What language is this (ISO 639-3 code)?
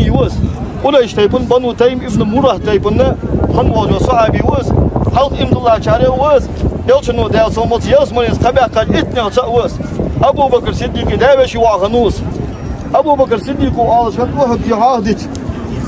inh